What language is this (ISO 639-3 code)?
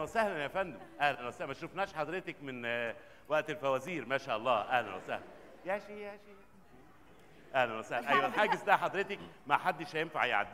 arz